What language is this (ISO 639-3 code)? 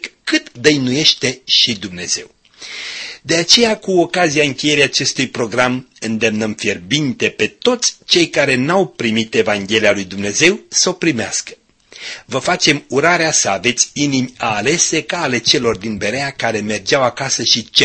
ron